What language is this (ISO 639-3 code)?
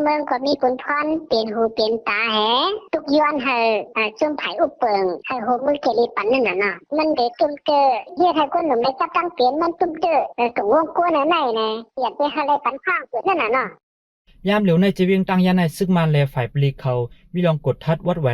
shn